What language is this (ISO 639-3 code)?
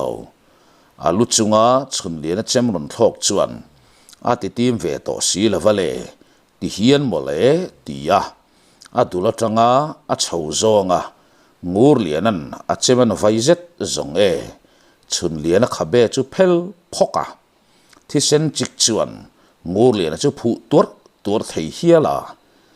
lus